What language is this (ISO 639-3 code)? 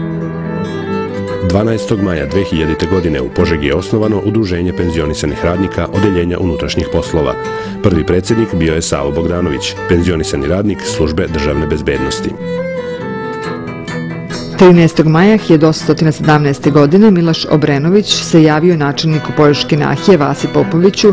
srp